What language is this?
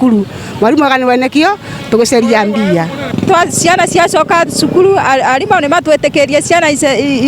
Meru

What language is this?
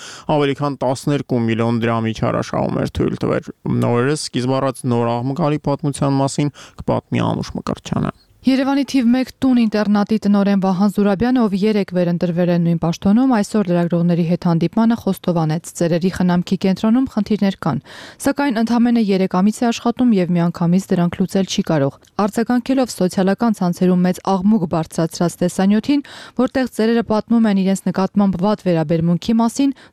Armenian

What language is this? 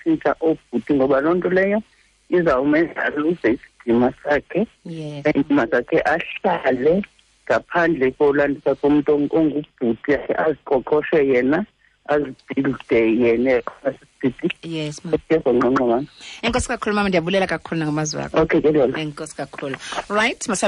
Xhosa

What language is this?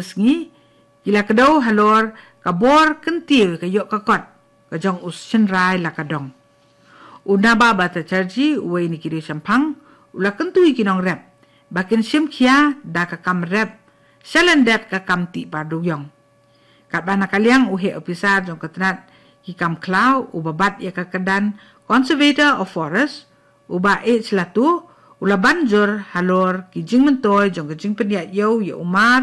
Khasi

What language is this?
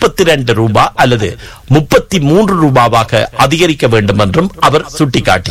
Tamil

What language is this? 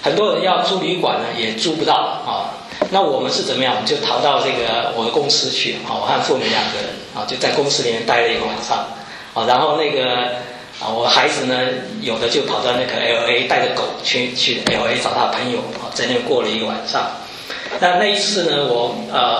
Chinese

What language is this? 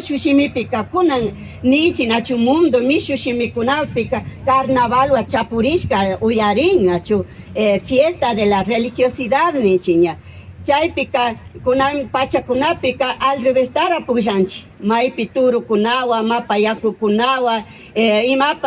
Imbabura Highland Quichua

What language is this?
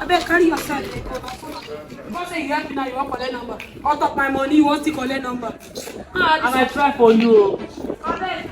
Nigerian Pidgin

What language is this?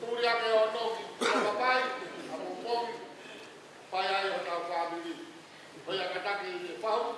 Tongan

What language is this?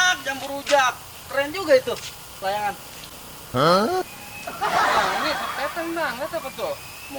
Betawi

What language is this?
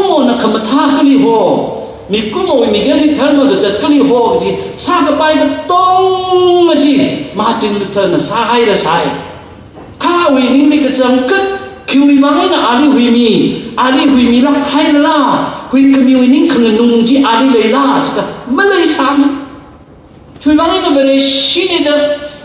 Tangkhul Naga (India)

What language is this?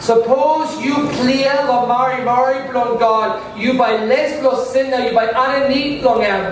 Tok Pisin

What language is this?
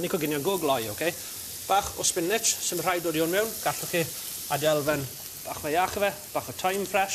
Welsh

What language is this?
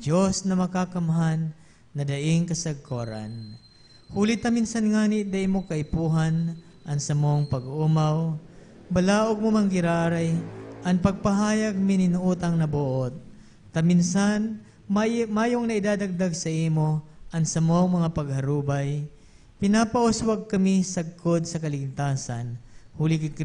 Bikol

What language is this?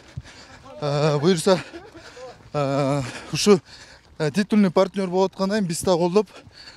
Kyrgyz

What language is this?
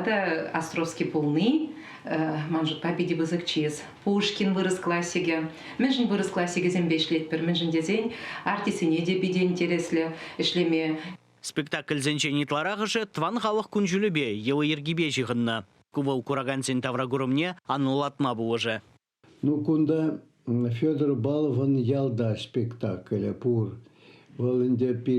Chuvash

